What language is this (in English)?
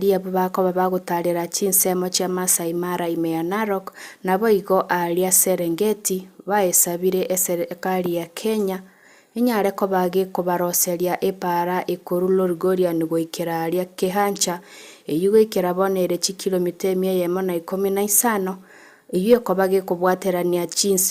Gusii